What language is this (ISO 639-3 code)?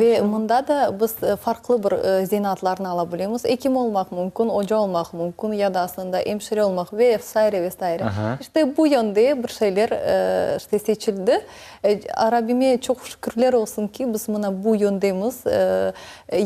crh